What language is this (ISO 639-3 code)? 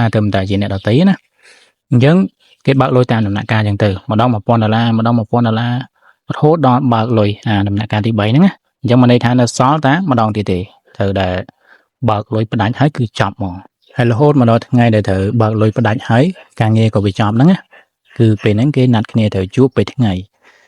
khm